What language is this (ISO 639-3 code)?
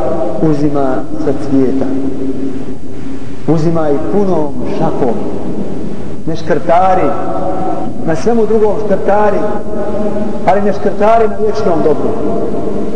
bos